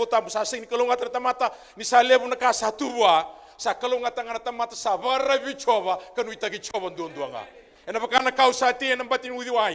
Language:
Fijian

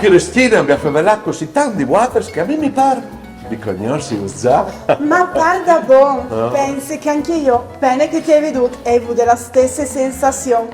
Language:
Friulian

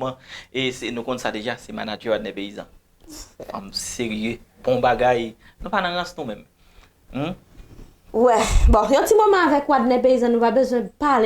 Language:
Haitian Creole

